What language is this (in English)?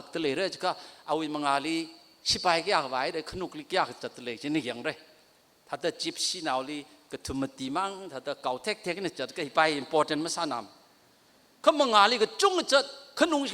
Tangkhul Naga (India)